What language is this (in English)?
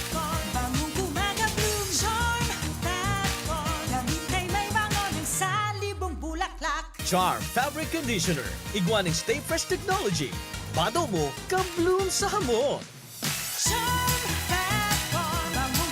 Bikol